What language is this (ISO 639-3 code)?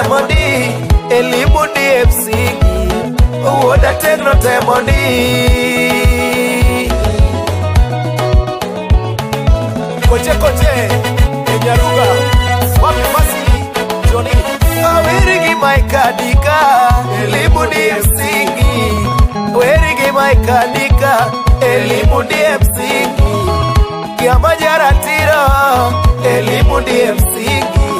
luo